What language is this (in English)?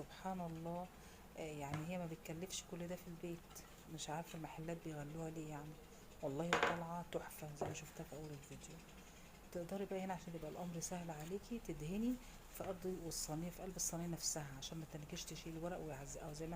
Egyptian Arabic